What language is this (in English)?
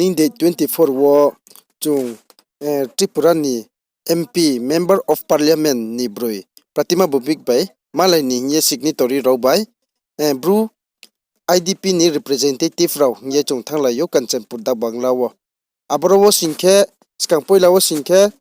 Riang (India)